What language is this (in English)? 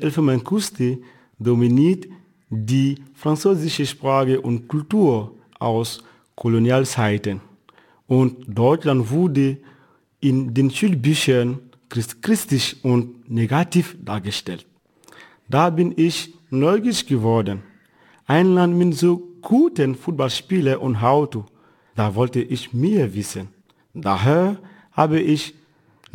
German